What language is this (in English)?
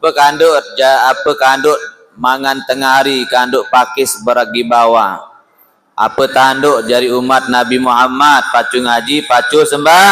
Sasak